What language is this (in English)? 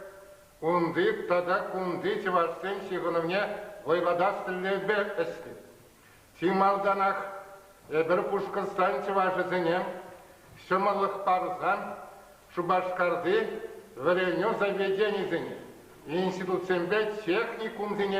Chuvash